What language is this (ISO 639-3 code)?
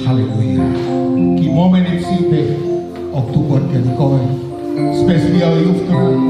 ton